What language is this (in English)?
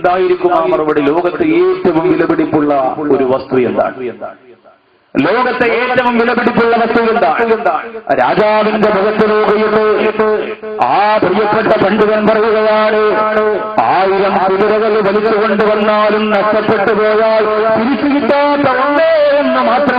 Malayalam